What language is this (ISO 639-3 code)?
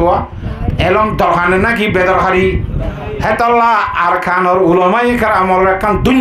rhg